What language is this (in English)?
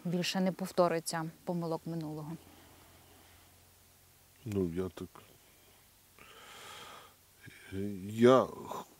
Ukrainian